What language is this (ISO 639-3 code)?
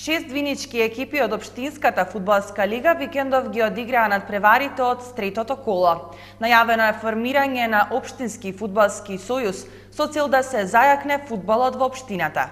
mkd